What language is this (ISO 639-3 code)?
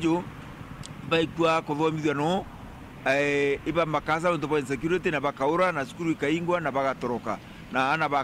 mer